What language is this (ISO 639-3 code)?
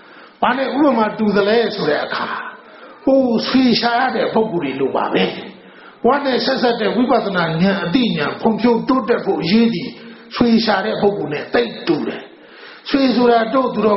mya